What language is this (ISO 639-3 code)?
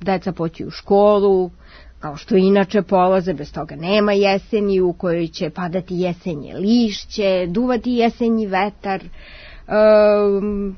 srp